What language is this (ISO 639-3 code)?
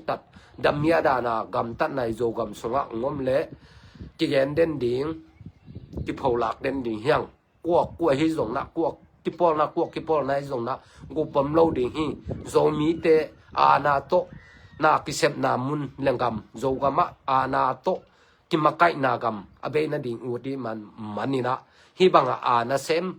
ctd